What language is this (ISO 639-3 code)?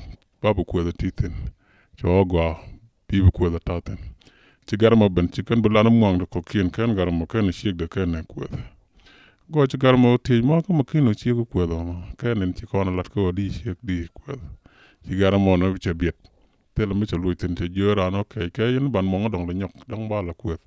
nus